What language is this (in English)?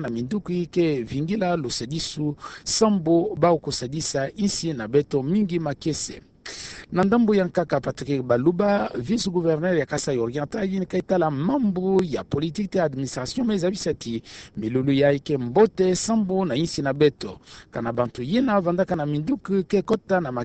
Kituba (Democratic Republic of Congo)